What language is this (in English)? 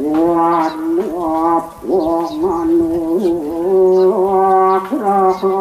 Balinese